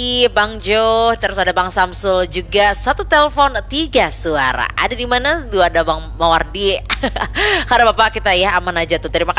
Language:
Banjar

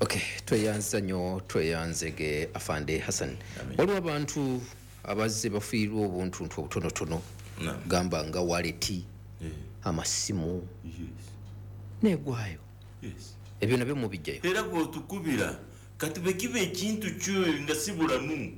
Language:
Ganda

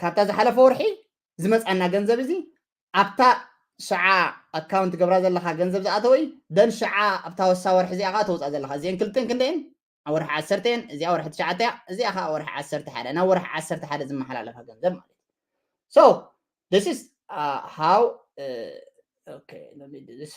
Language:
Tigrinya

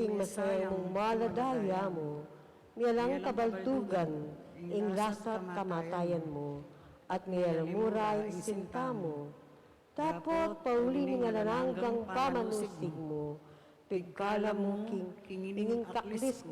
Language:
Pampanga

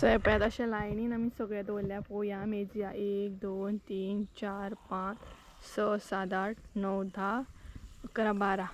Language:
Konkani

